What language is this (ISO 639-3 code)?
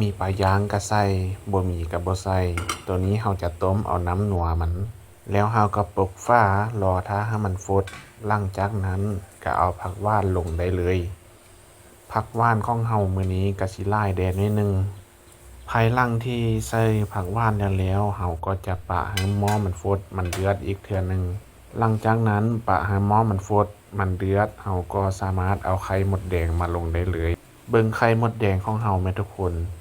lao